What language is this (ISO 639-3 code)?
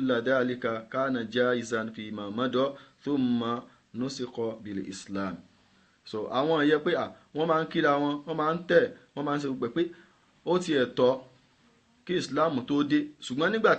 yor